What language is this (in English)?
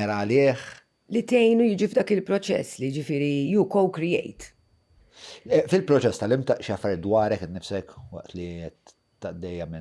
Maltese